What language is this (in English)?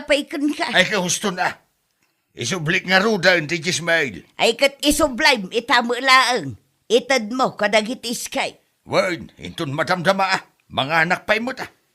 Iloko